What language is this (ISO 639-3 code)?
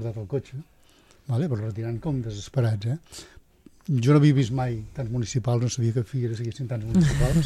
cat